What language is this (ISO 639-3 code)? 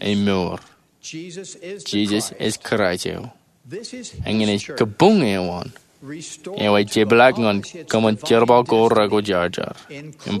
mah